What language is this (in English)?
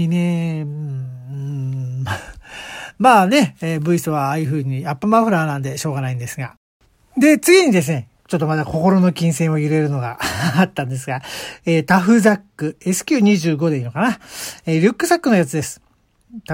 Japanese